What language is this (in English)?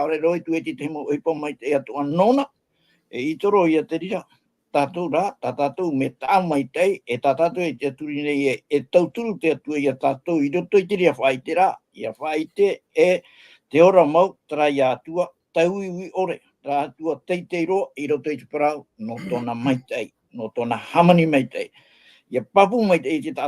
Tahitian